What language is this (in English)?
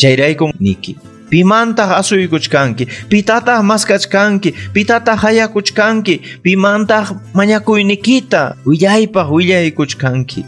Ayacucho Quechua